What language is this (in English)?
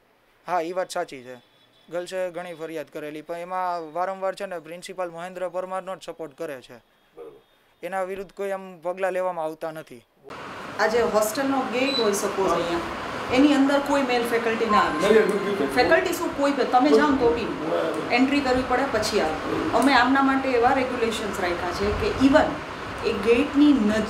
Gujarati